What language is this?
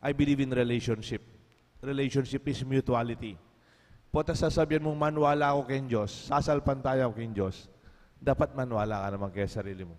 Pampanga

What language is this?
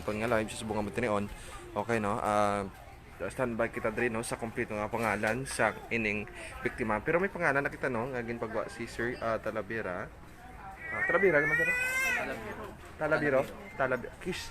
Hiligaynon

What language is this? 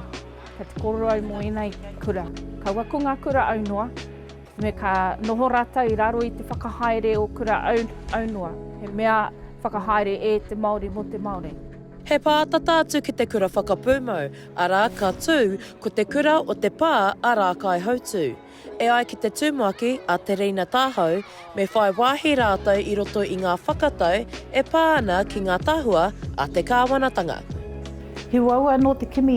Māori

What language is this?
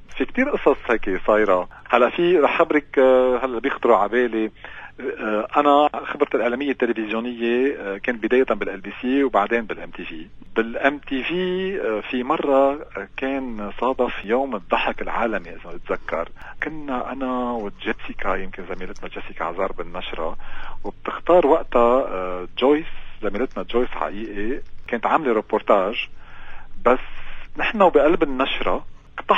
North Levantine Arabic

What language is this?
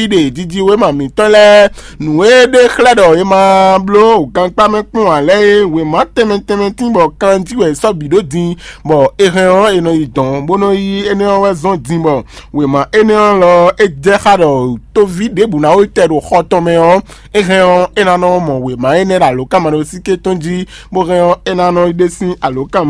Fon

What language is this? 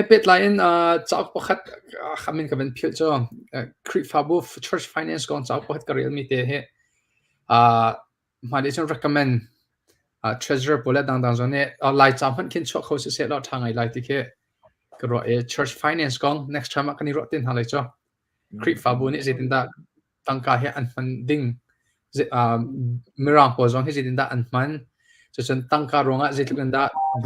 Hakha Chin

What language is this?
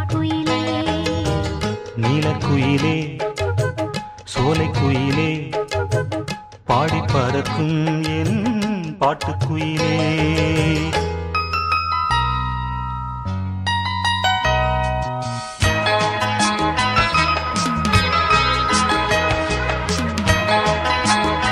Tamil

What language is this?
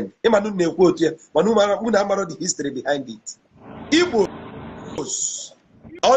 Igbo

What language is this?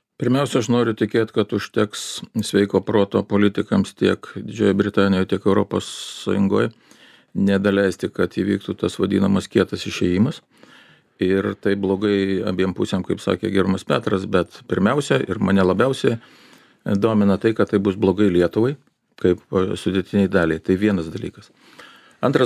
Lithuanian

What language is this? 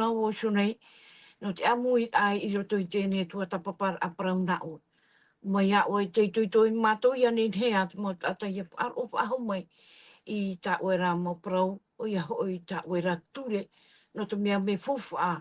Tahitian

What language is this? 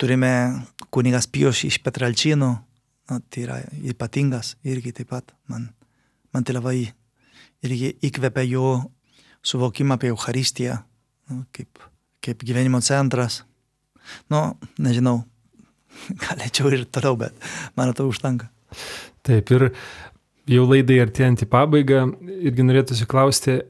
Lithuanian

